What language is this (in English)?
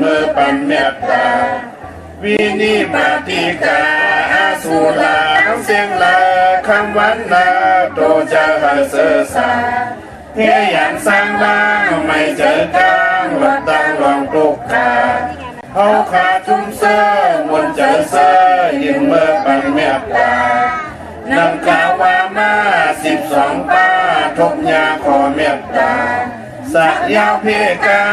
Shan